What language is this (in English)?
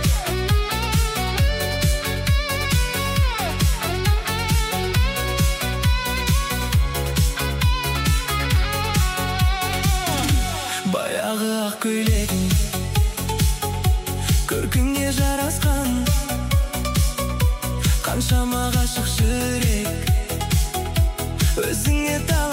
Kazakh